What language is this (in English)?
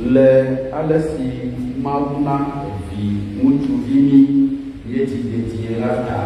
Ewe